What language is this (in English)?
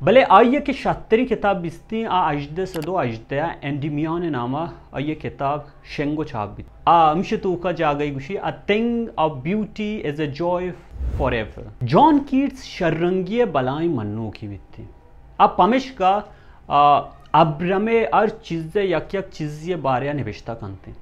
Baluchi